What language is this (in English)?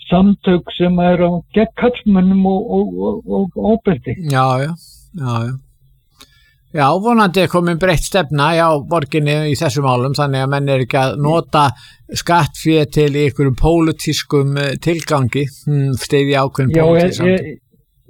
Icelandic